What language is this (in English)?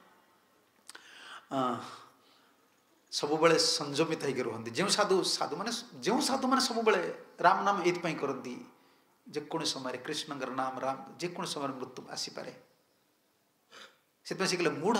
Odia